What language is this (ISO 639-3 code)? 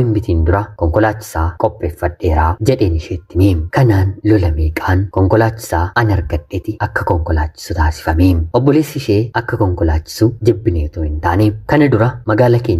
orm